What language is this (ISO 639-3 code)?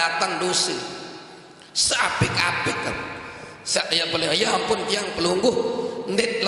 sas